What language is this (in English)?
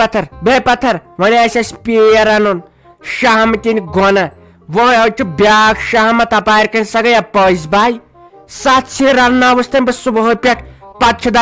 Kashmiri